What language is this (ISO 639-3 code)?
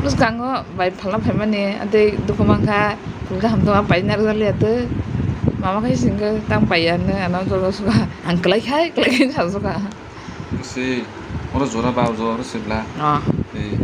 trp